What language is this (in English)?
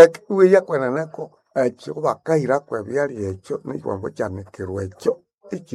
Nande